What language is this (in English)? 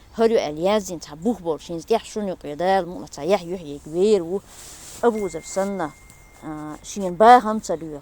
Chechen